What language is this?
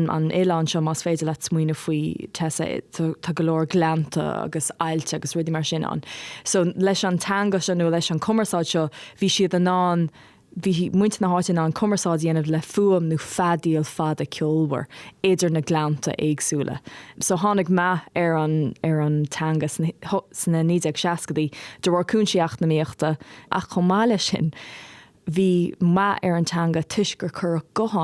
Irish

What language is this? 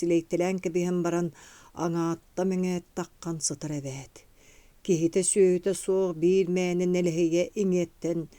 Yakut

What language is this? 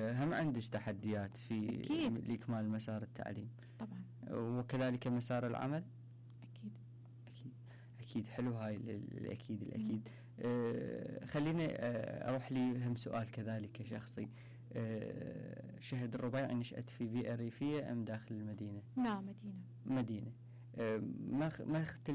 Mesopotamian Arabic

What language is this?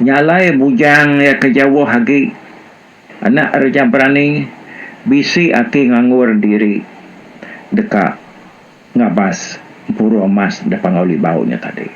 Iban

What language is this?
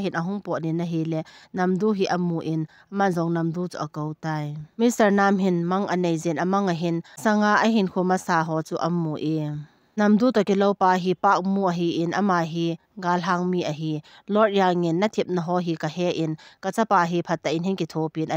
Thado Chin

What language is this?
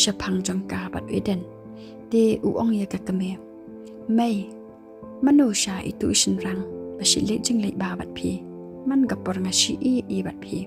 Khasi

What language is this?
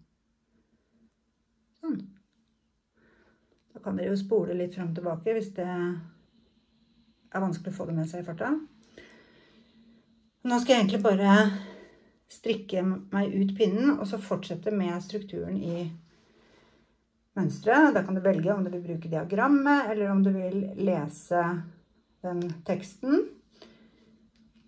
Norwegian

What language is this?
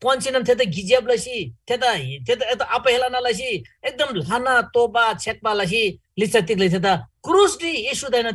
Eastern Tamang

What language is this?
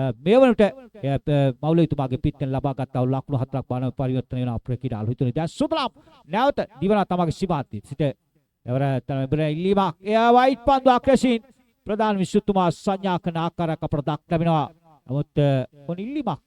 Sinhala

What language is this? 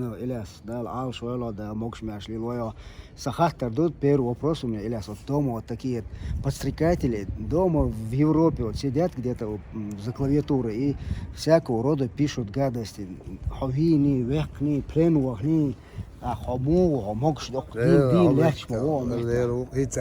Chechen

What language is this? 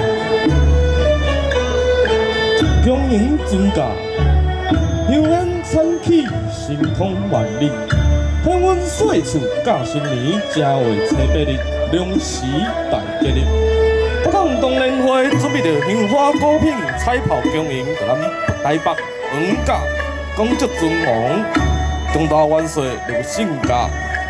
Min Nan Chinese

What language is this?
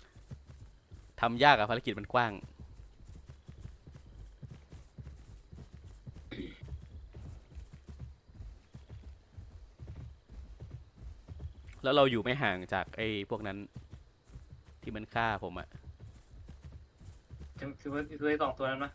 Thai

